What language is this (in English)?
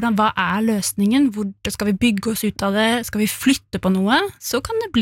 Norwegian